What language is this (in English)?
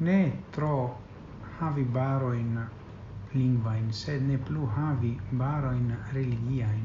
Esperanto